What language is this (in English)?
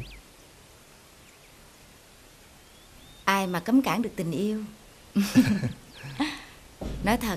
Vietnamese